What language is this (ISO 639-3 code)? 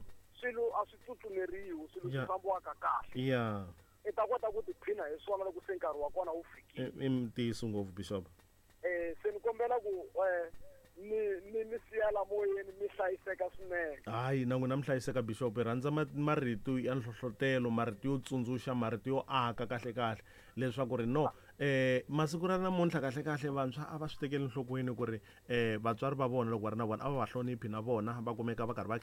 tso